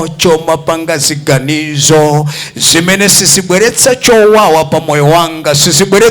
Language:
Nyanja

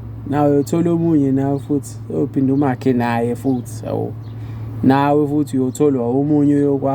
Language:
Zulu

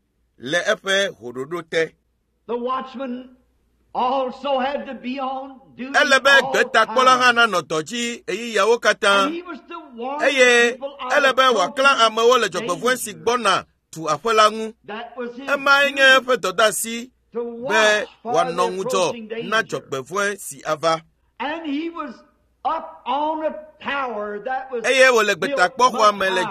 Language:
Ewe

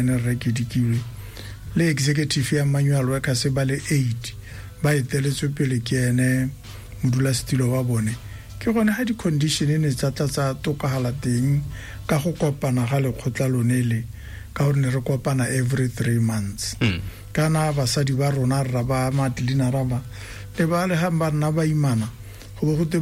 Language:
Tswana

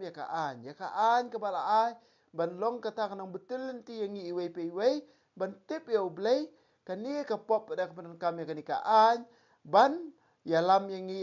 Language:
Khasi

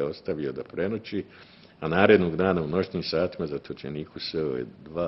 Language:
Bosnian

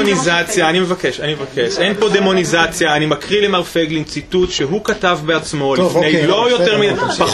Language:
Hebrew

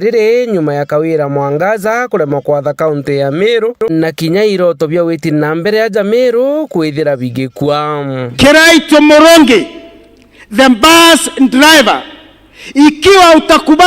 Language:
Meru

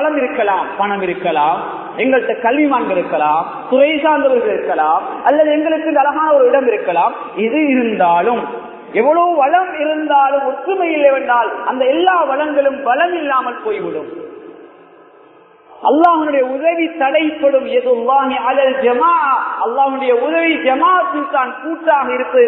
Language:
Tamil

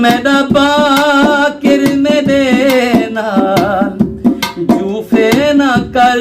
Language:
Saraiki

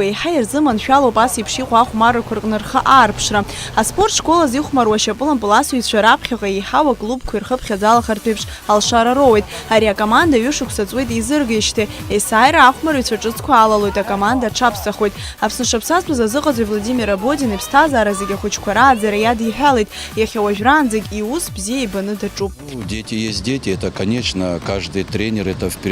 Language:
Abkhazian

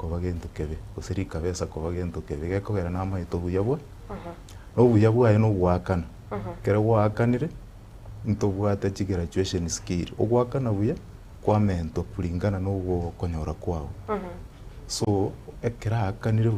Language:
Gusii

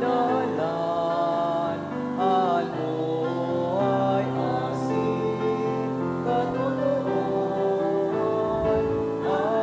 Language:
Bikol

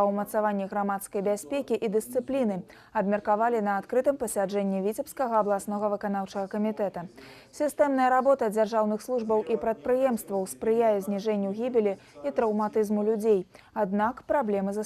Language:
Belarusian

